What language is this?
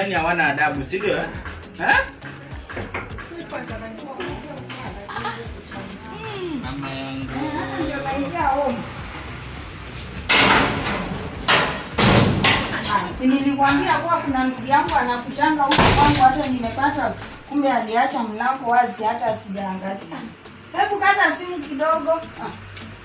Swahili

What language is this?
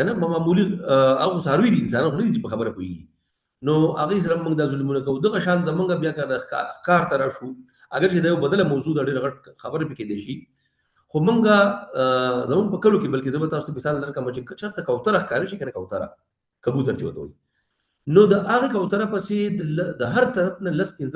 Pashto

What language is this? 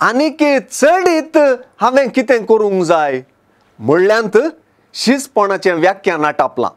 Konkani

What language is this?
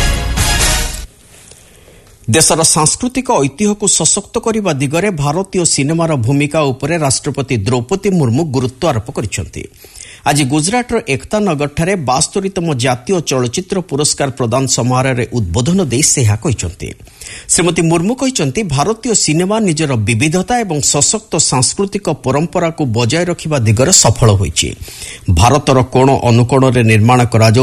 Odia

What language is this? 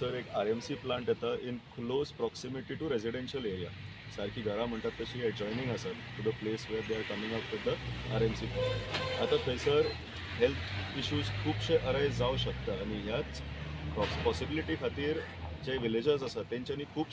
Konkani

